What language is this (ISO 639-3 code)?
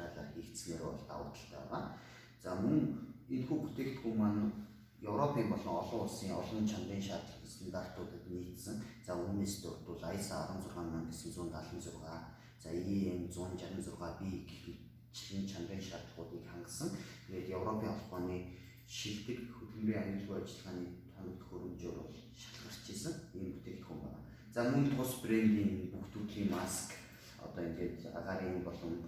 mon